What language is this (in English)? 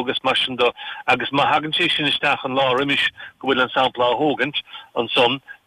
Irish